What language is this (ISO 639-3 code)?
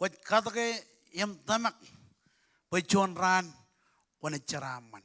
mah